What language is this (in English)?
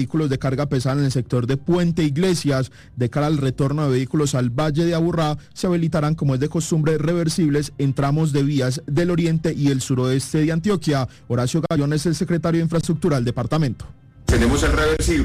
Spanish